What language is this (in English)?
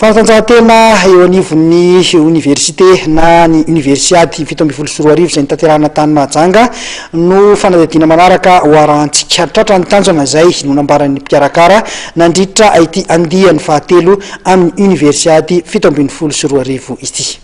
Malagasy